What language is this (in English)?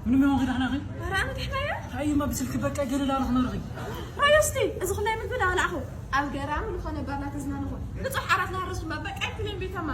Tigrinya